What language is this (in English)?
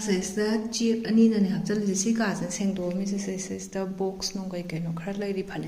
Manipuri